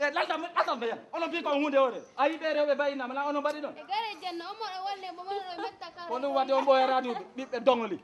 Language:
Fula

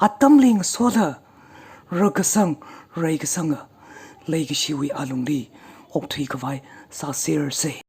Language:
Tangkhul Naga (India)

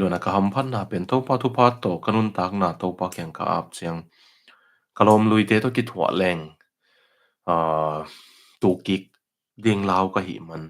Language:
Tedim Chin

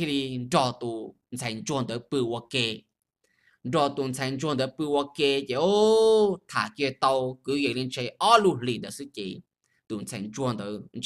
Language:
Hmong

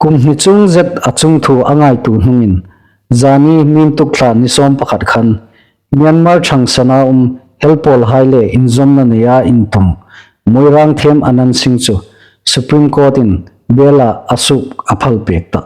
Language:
Hmar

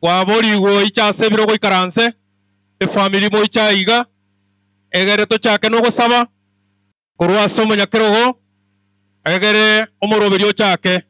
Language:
Gusii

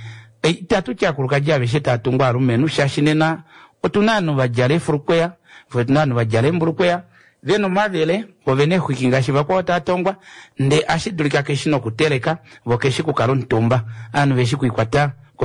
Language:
Kuanyama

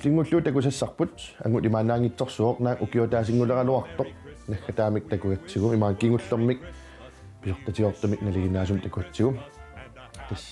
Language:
Kalaallisut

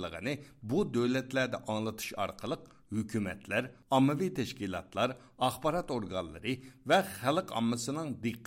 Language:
Uyghur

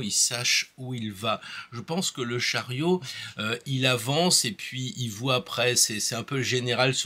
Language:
French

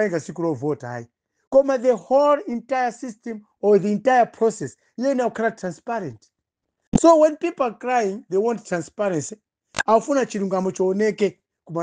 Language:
Nyanja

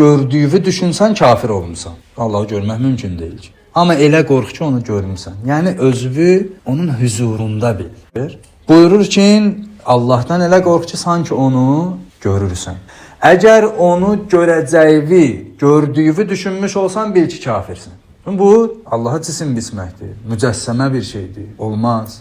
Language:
Azerbaijani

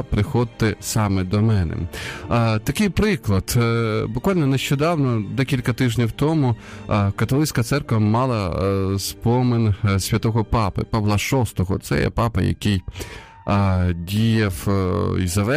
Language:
Ukrainian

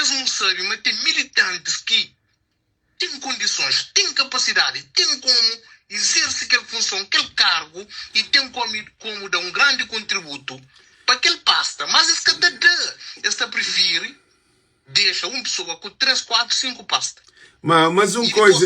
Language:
Kabuverdianu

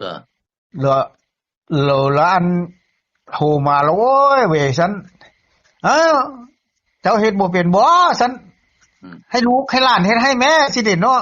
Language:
Northeastern Thai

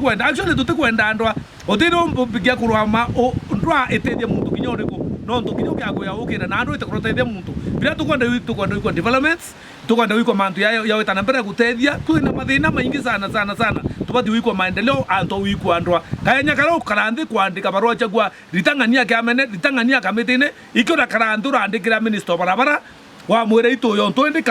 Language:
Meru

